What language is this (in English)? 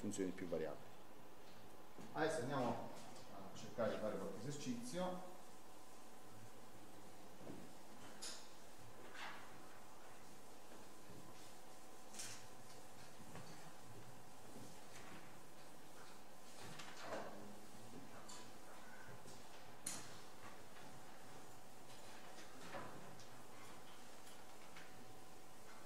Italian